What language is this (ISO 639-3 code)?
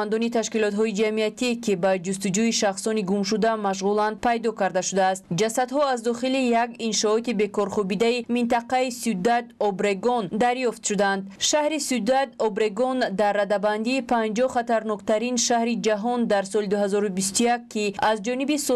tgk